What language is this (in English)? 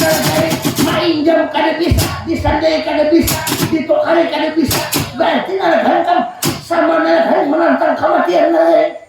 Banjar